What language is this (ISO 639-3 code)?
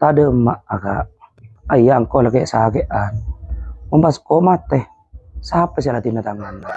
mad